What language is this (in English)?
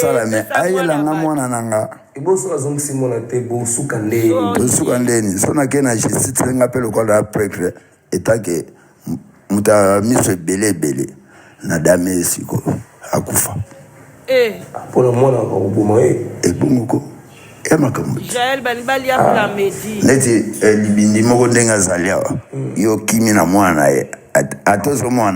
Lingala